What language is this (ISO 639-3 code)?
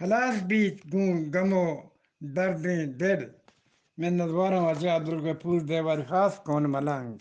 bgp